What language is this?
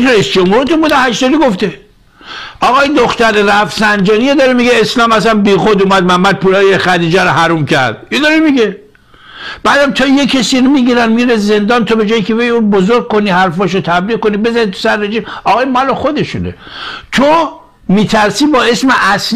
Persian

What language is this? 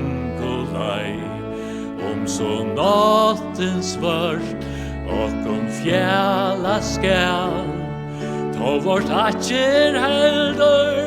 Faroese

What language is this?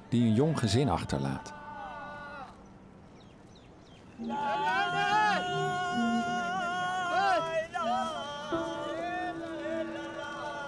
Dutch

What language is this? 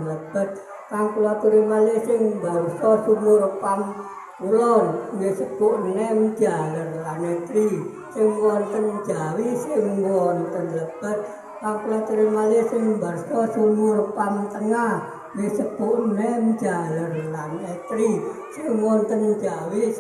Javanese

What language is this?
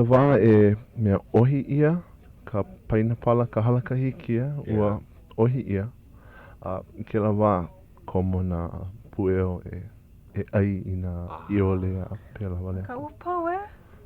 Hawaiian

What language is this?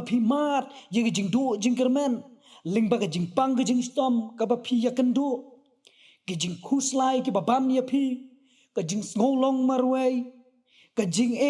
Khasi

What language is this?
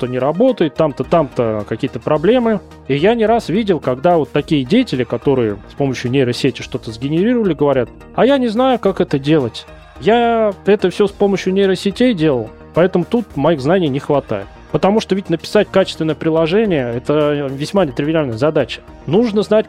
Russian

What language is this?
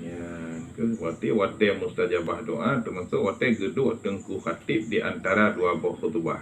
Achinese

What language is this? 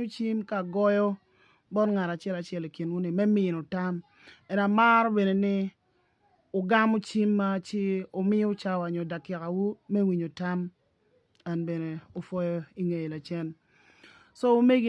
Acoli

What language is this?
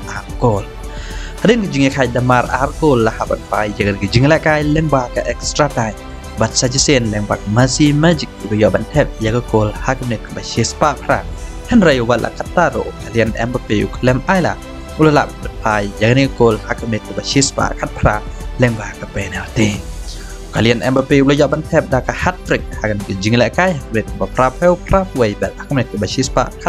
Khasi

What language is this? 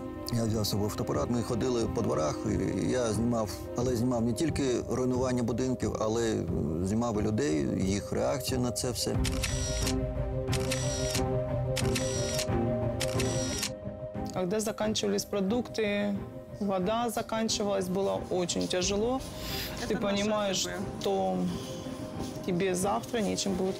Ukrainian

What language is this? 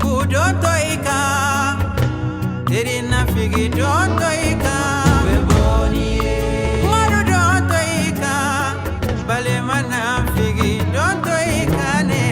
Bambara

